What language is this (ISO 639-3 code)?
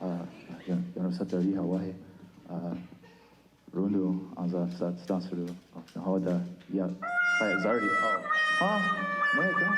moh